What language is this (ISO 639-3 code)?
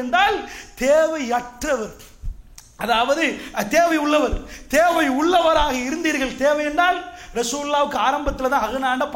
tam